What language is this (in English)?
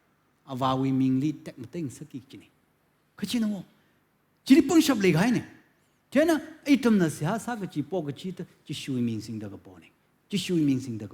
Tangkhul Naga (India)